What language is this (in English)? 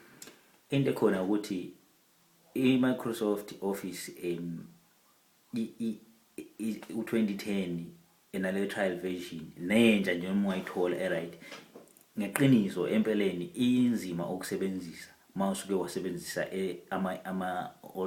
Zulu